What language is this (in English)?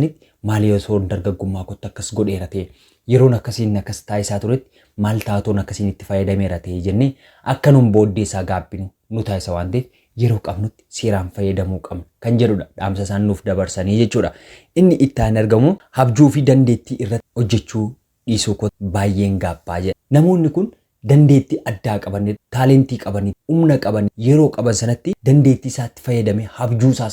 Oromo